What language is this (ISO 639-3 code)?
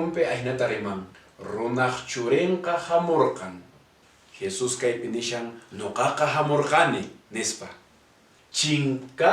que